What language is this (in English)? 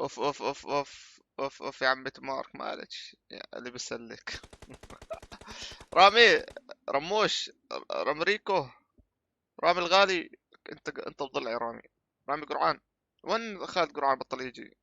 North Levantine Arabic